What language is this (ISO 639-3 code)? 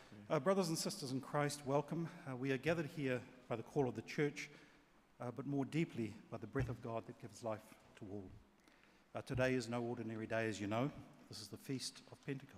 mri